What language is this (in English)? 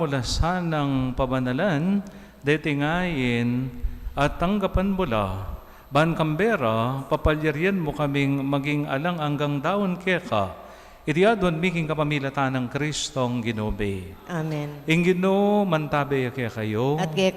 Pampanga